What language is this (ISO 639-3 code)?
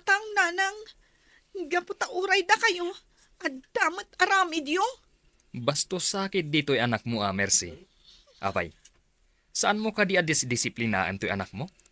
ilo